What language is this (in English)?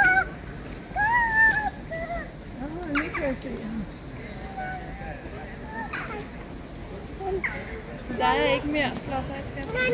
Danish